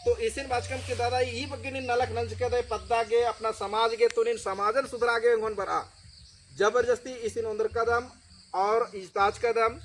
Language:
Kurukh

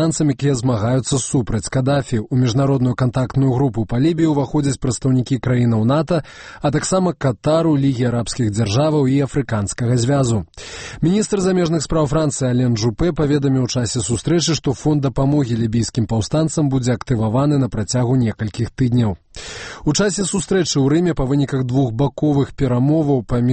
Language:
Belarusian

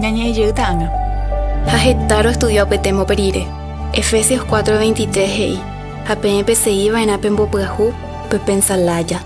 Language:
Guarani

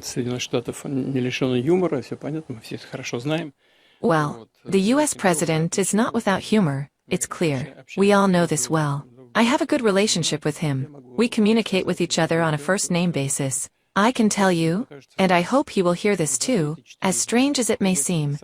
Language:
Venda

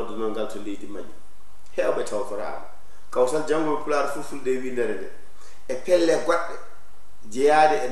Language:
Fula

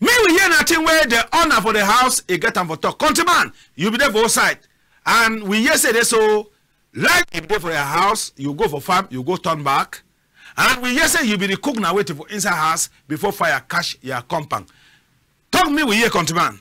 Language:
Cameroon Pidgin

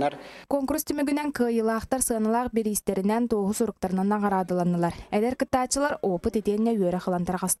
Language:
Yakut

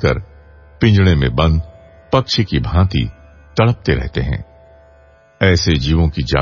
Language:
Hindi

